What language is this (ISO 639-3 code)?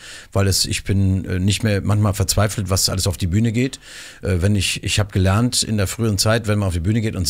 deu